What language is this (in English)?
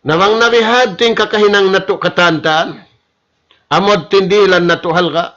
Tausug